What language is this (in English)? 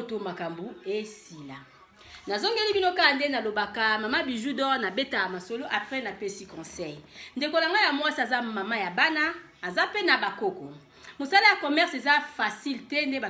Lingala